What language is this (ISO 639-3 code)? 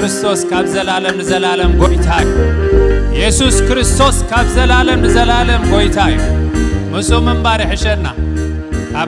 tir